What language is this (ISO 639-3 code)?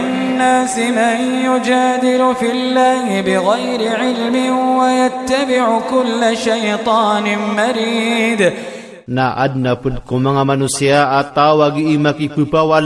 mrw